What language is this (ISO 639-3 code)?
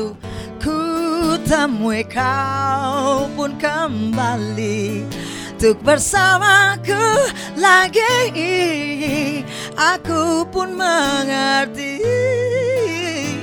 ind